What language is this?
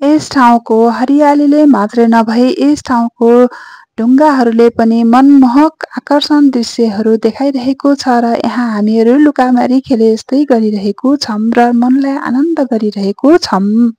Nepali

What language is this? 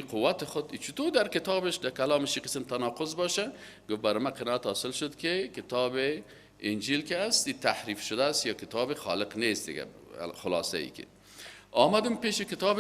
Persian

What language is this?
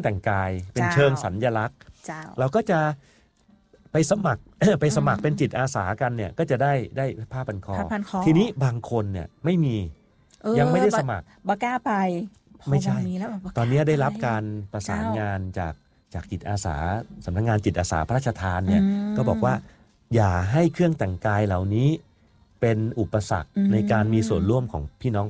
Thai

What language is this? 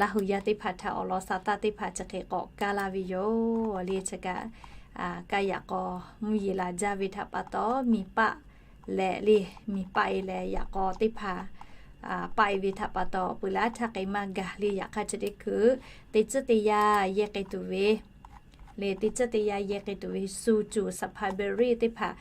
Lahu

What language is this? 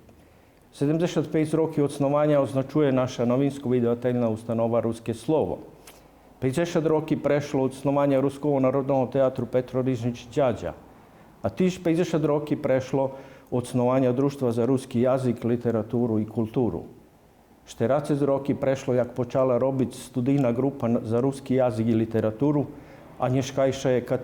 Rusyn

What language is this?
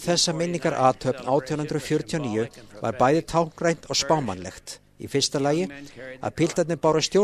Icelandic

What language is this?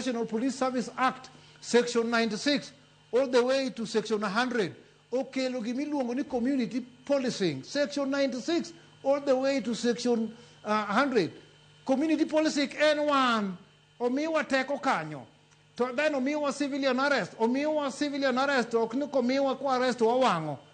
Luo (Kenya and Tanzania)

